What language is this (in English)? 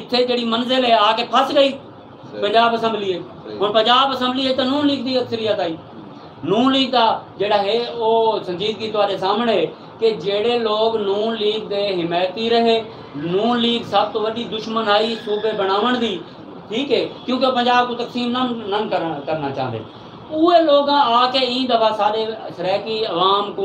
Saraiki